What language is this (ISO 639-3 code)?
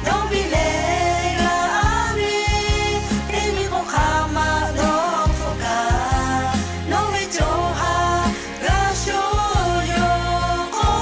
lhu